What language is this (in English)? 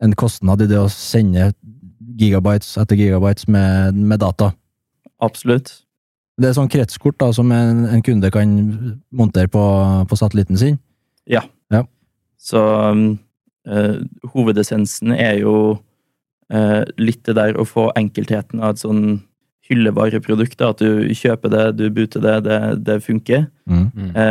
Norwegian